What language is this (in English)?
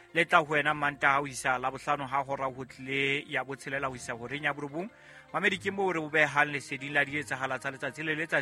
Southern Sotho